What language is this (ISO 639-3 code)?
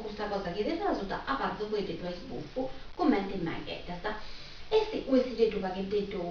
srd